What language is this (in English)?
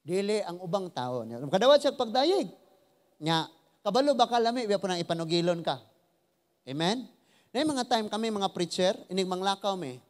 Cebuano